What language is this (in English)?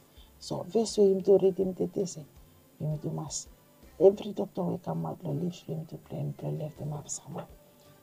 Bislama